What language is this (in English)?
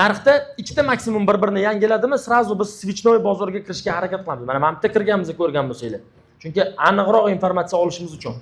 Uzbek